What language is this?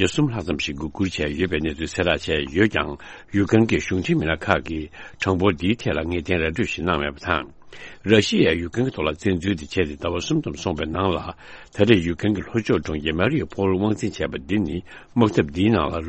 Tibetan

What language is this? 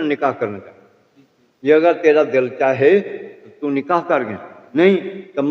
Saraiki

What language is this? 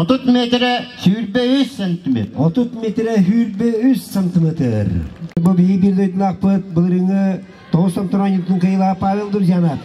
Yakut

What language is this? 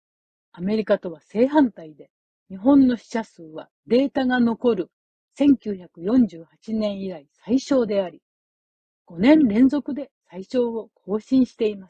Japanese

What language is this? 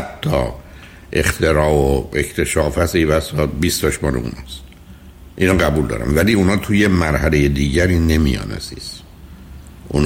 Persian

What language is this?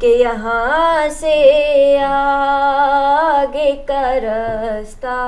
Eastern Balochi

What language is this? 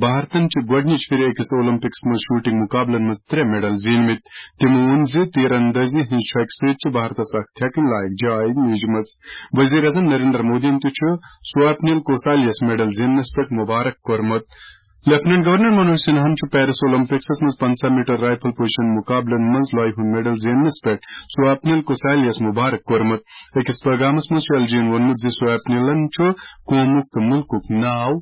Kashmiri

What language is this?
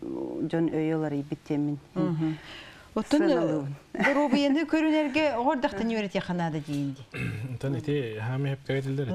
Yakut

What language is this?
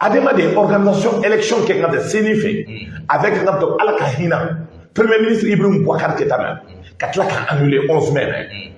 Bambara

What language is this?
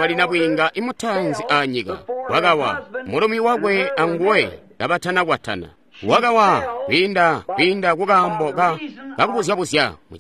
Tonga (Zambia)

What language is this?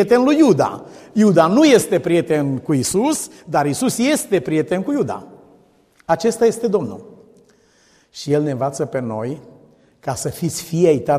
Romanian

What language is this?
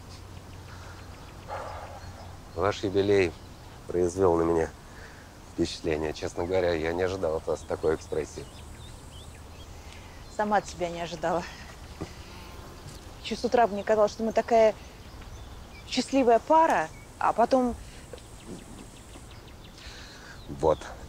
Russian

